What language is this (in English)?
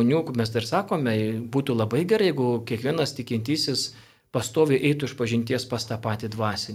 Lithuanian